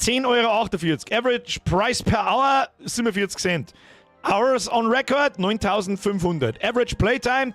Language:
Bavarian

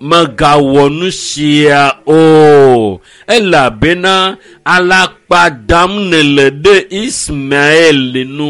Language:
Ewe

